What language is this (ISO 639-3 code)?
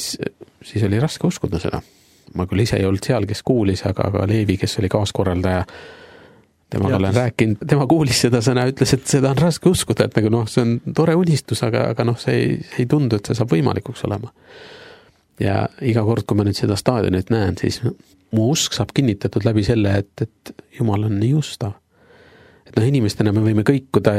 est